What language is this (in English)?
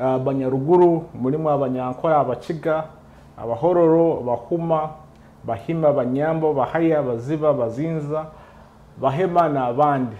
Nyoro